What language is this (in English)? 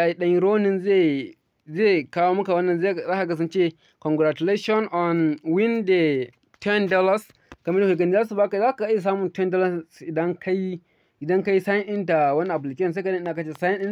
Hausa